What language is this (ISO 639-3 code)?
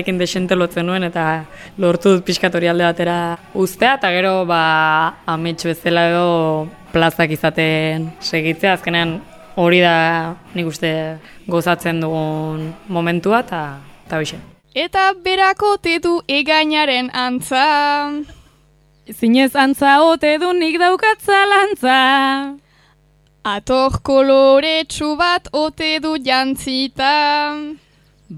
eus